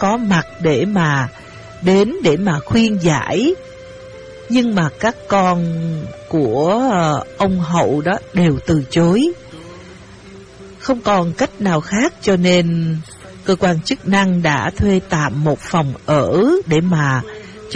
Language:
Vietnamese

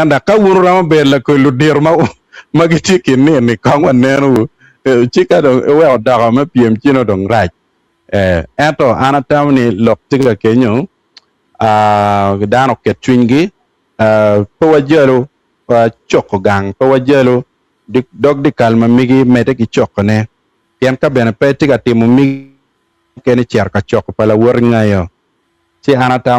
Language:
Acoli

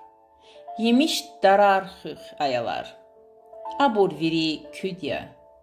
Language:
Lezghian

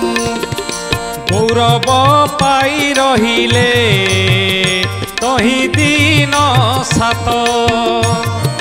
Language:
Odia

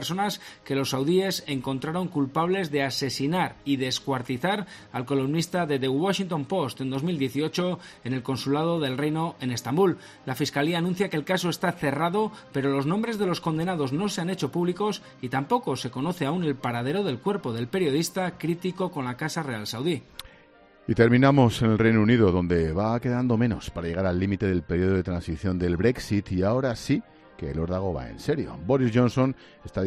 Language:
Spanish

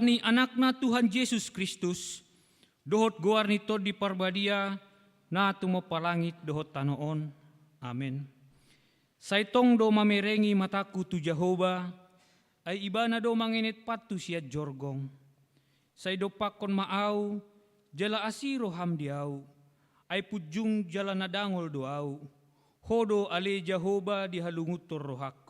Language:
Batak Toba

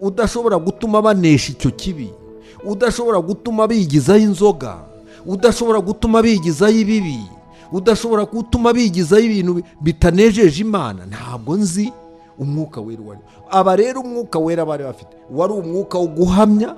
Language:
Kinyarwanda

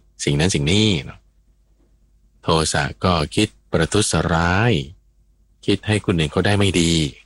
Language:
Thai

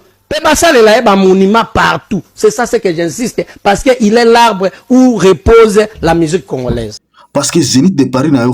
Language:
Lingala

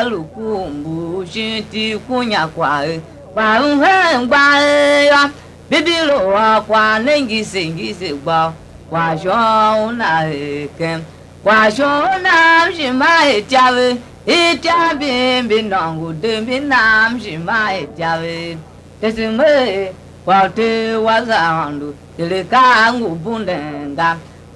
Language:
Tiv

